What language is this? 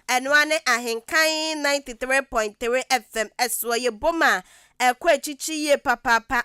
Akan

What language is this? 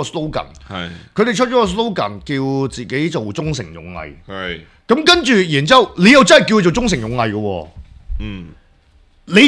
Cantonese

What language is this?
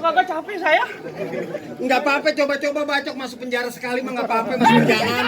Betawi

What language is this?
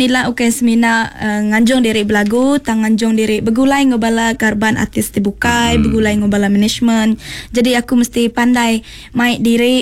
Iban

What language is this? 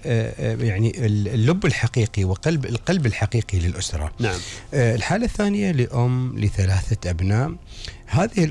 Gulf Arabic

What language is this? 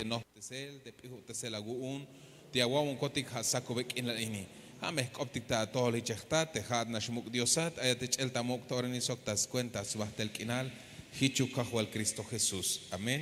Tzeltal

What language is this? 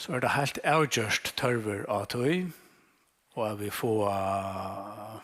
Faroese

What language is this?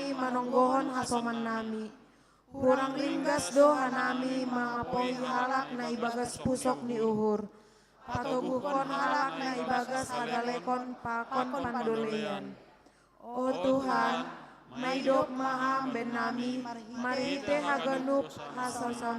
Batak Simalungun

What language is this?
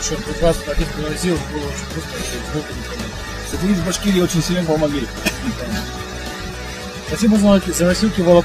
Russian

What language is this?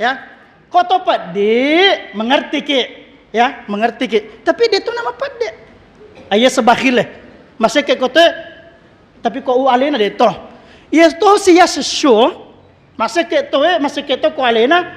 Buginese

